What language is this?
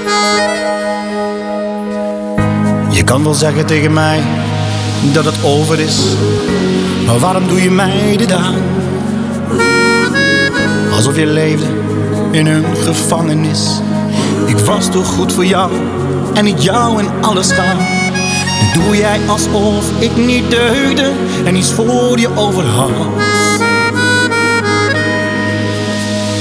Dutch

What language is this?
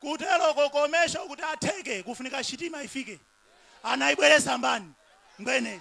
Nyanja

